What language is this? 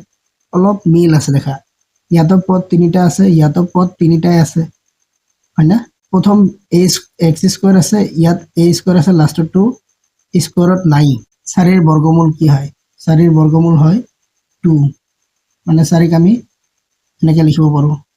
Assamese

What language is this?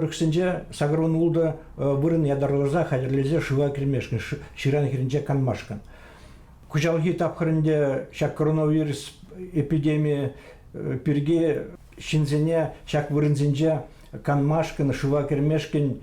Chuvash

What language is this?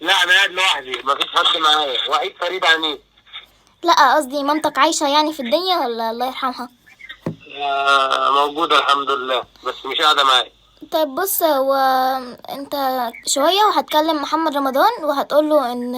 Egyptian Arabic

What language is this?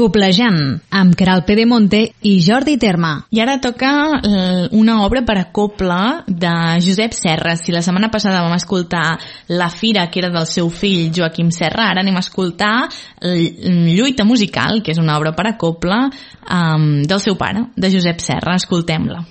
Catalan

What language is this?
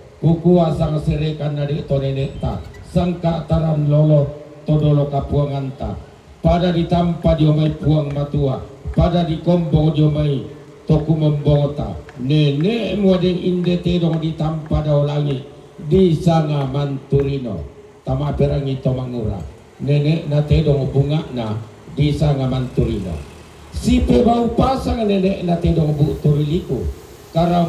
Toraja-Sa'dan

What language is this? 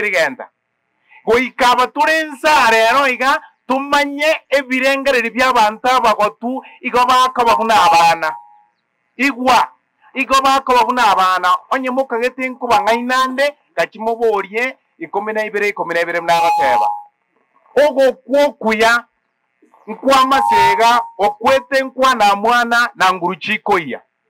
Gusii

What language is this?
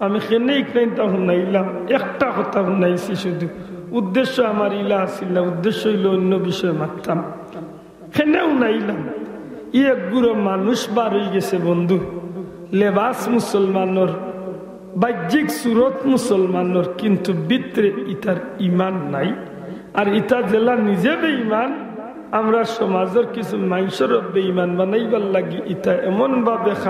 Sylheti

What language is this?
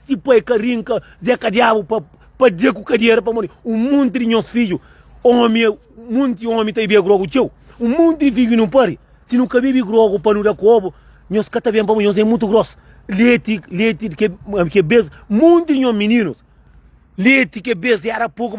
Kabuverdianu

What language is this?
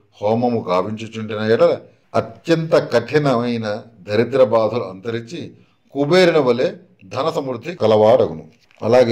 Telugu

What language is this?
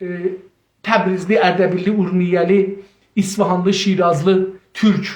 South Azerbaijani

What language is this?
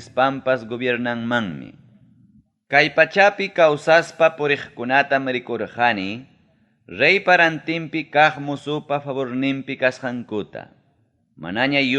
Ayacucho Quechua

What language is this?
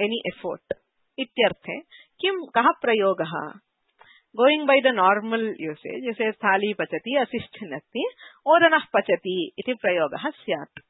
Sanskrit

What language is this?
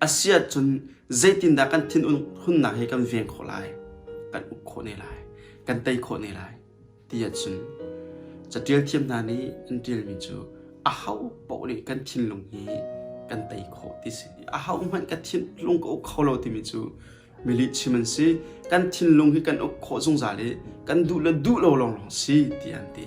Hakha Chin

